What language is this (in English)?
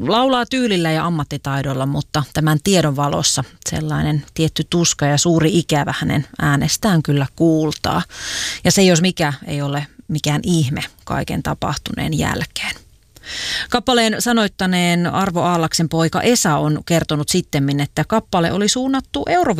Finnish